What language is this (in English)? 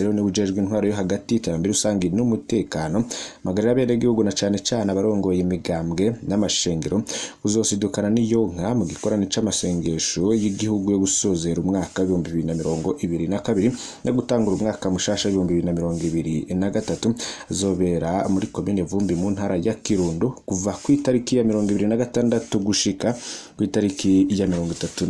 Rundi